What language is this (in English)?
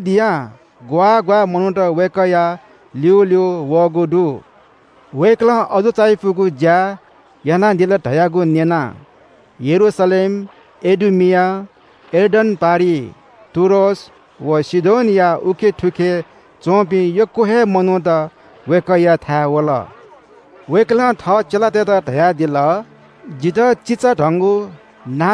Newari